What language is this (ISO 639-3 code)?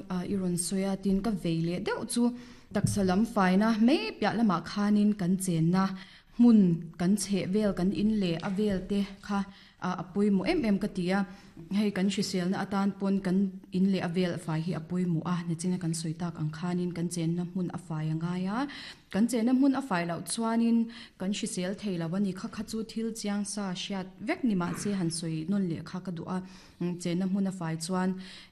lus